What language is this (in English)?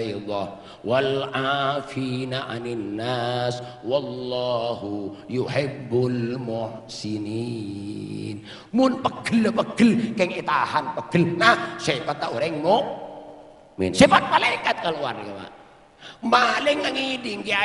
Madurese